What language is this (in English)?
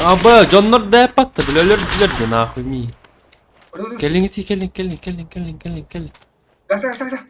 Yakut